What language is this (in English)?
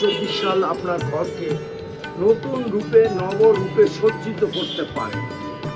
Bangla